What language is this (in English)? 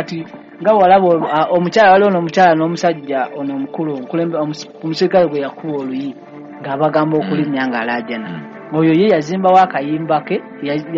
Ganda